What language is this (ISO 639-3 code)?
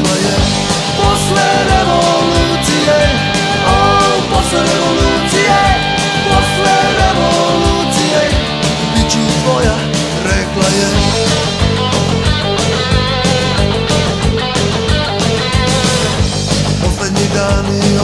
srp